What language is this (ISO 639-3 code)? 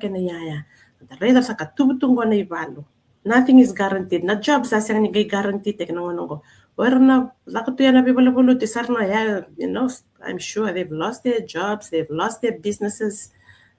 fij